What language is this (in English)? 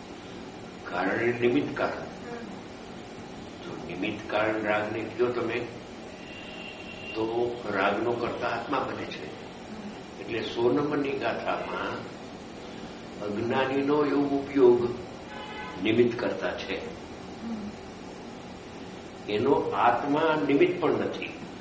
Gujarati